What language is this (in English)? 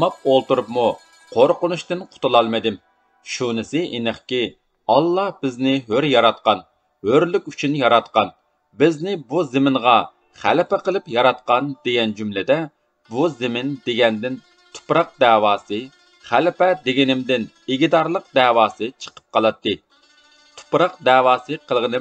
Uyghur